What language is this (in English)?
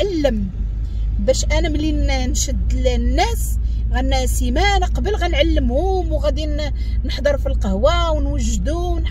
Moroccan Arabic